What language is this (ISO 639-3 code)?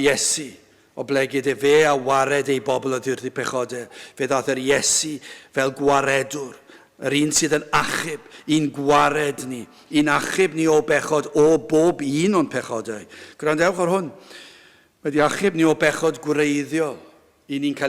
cym